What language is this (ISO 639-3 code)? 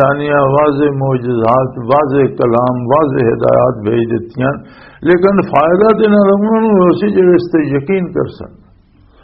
lah